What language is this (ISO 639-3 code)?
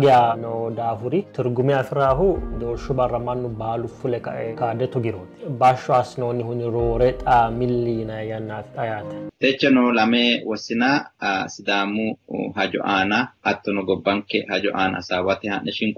sid